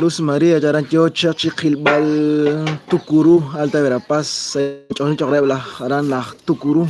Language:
Kekchí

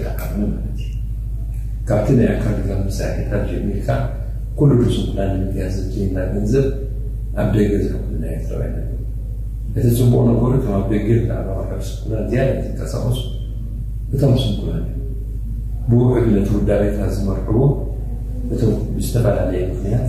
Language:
Tigrinya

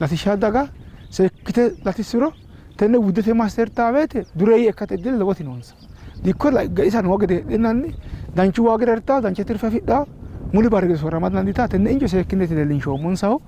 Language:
Sidamo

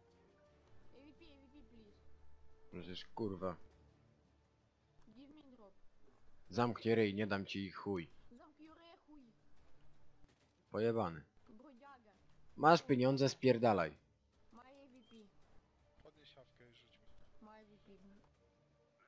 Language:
Polish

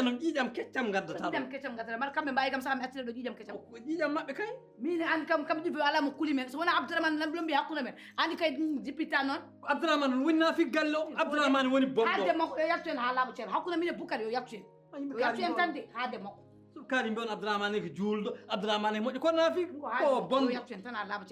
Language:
Fula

